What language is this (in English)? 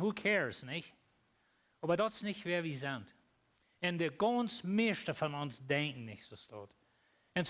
Plautdietsch